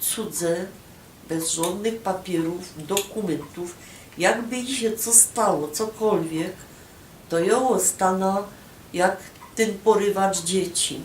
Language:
Silesian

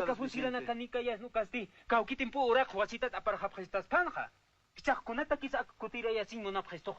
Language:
Aymara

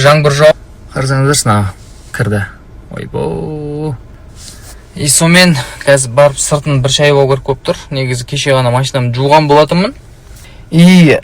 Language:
Kazakh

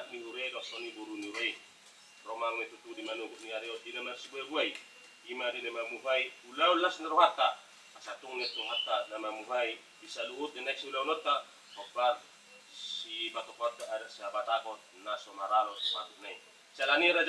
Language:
Batak Toba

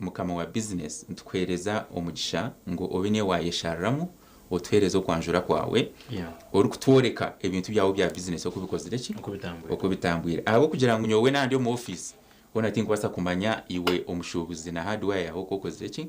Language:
Nyankole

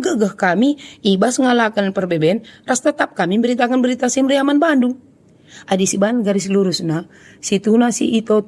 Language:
Batak Karo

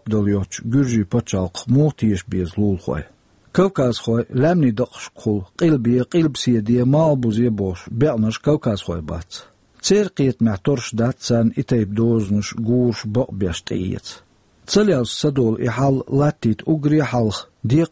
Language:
Chechen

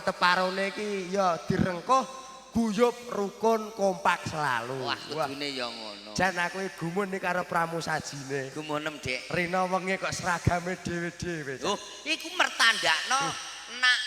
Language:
Javanese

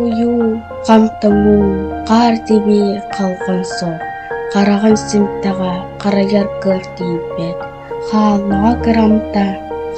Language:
Yakut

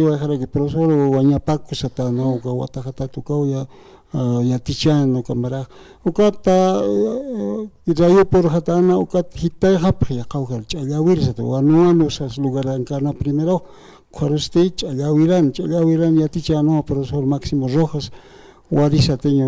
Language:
Aymara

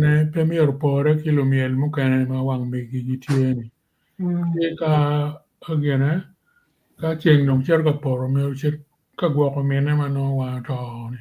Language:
Acoli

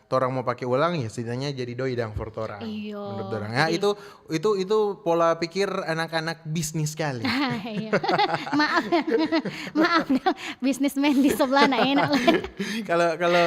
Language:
Manado Malay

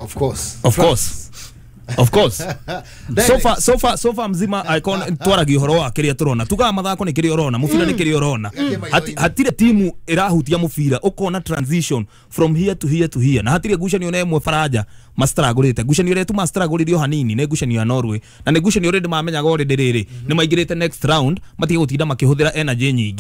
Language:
Kikuyu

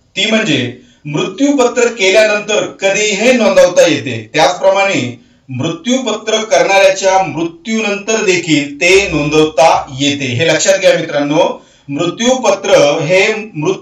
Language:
Marathi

